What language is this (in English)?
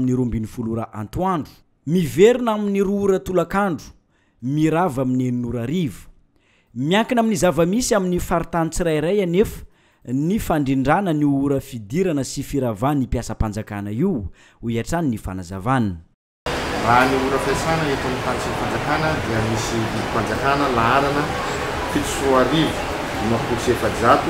Malagasy